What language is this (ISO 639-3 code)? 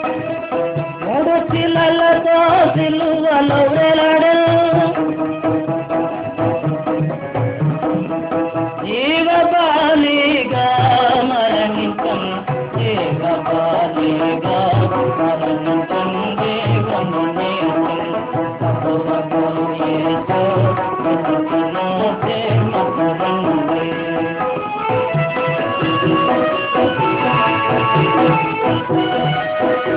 tel